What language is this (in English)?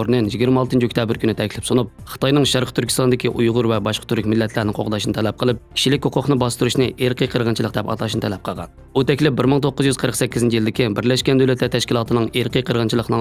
Uyghur